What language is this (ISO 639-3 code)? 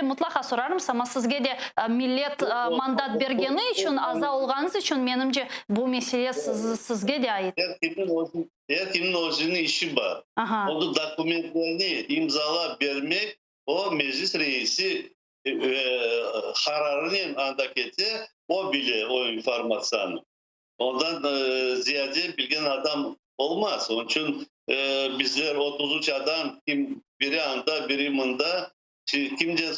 crh